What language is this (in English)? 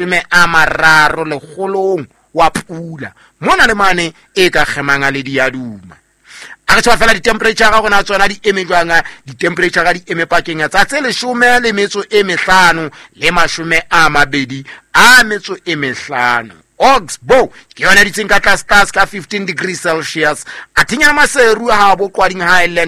Southern Sotho